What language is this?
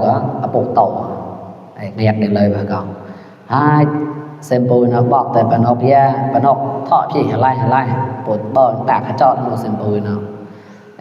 Mon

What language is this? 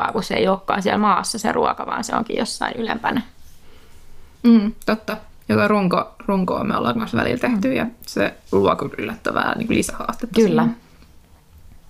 Finnish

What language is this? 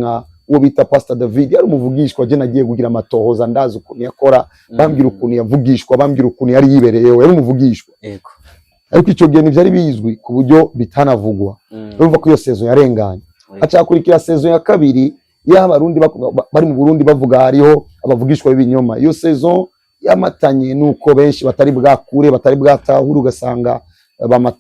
Rundi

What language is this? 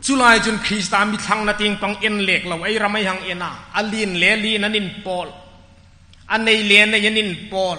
Hmar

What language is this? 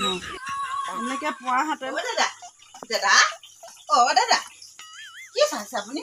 Assamese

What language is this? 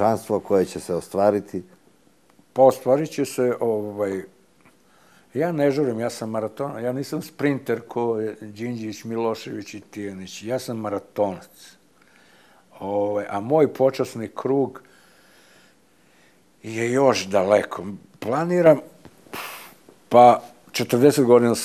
Serbian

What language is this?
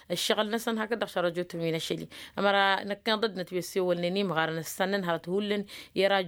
Tamasheq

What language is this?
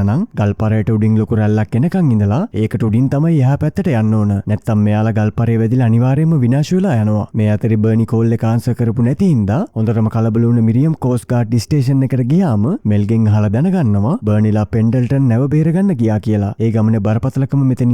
Sinhala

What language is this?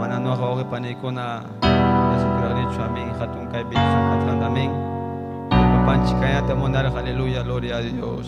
Ayacucho Quechua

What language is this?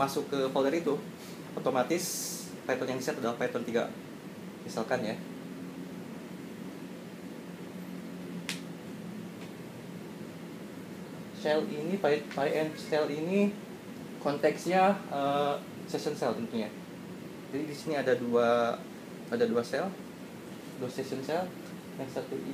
Indonesian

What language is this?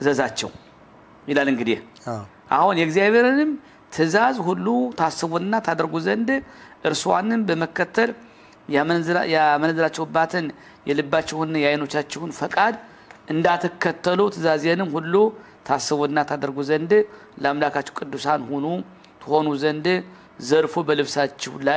Amharic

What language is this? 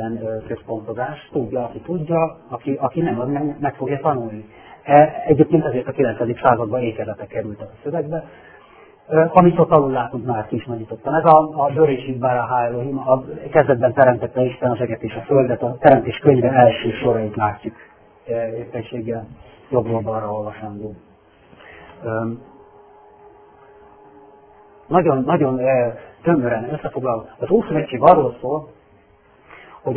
Hungarian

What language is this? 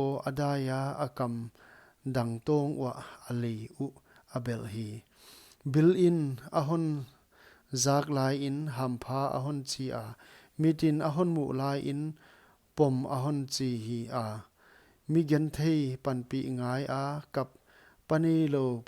Paite Chin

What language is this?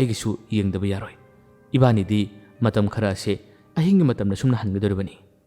Manipuri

